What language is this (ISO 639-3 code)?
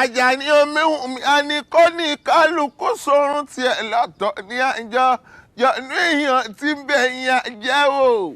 yor